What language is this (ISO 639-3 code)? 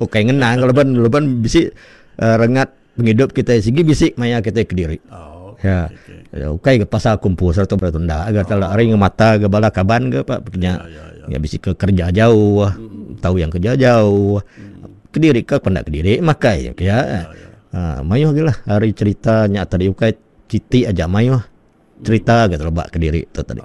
iba